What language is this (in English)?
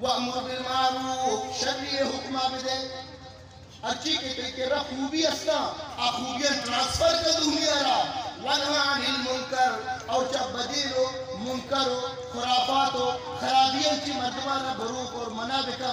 Eastern Balochi